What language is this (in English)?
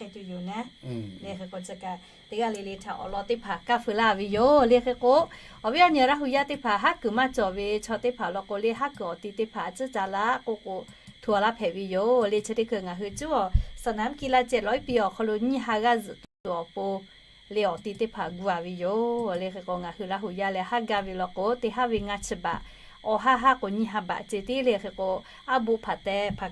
Lahu